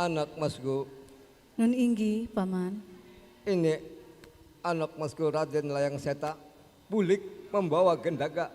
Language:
Banjar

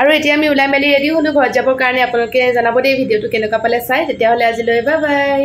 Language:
Assamese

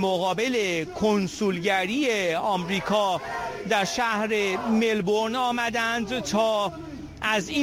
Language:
Persian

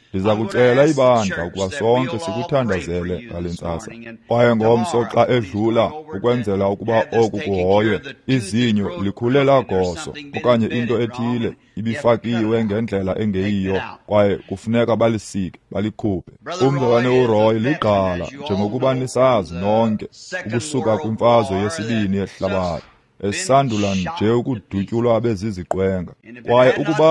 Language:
Xhosa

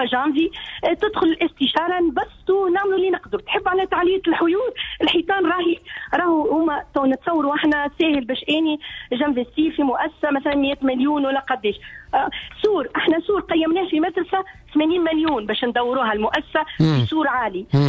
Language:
Tunisian Arabic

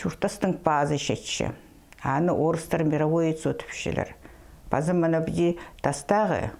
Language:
Khakas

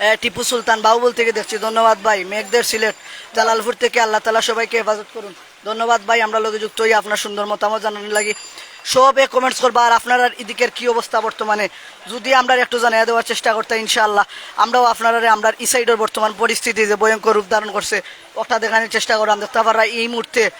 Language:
Sylheti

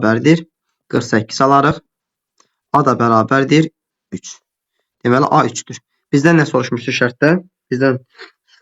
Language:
Azerbaijani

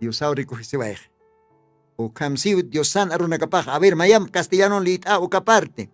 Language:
Aymara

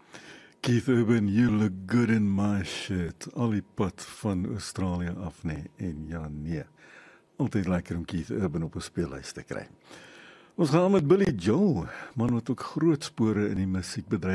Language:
Afrikaans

